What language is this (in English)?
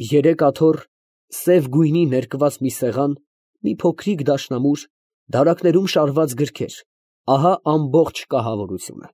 Armenian